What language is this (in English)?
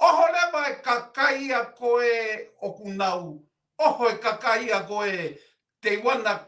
Tongan